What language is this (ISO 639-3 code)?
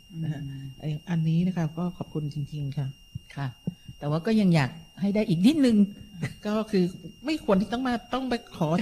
tha